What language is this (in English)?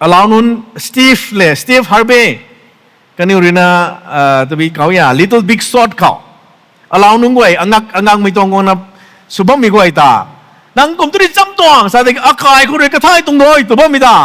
Rongmei Naga